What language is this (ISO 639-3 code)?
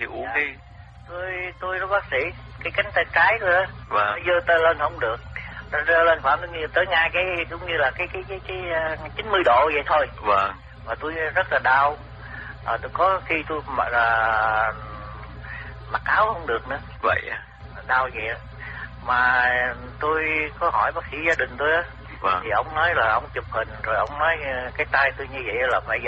vie